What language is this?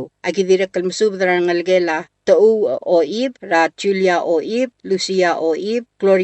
Palauan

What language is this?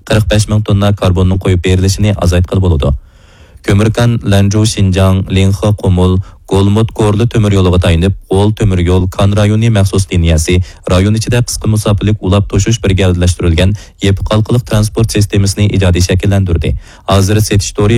Uyghur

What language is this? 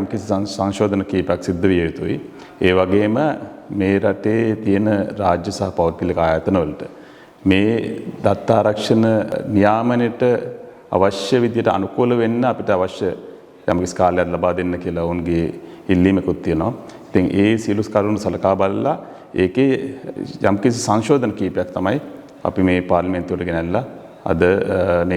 Sinhala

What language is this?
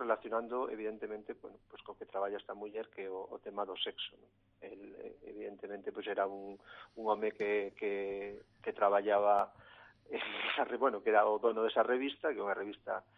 Galician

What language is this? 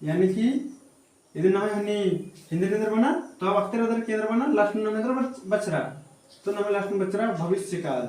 Kurukh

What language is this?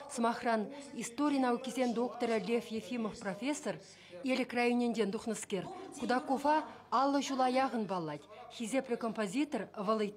Chuvash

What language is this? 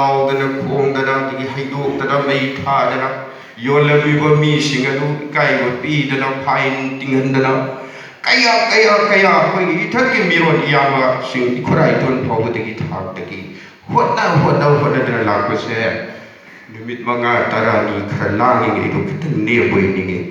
Manipuri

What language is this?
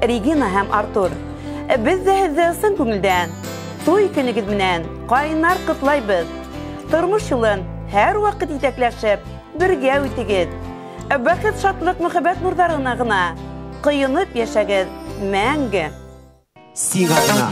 Bashkir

